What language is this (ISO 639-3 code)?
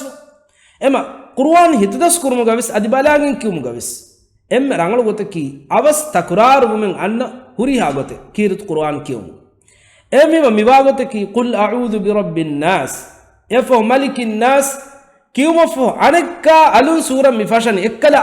div